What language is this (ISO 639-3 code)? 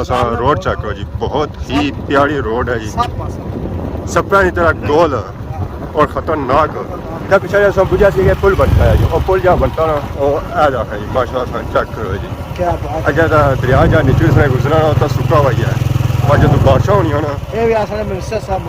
phr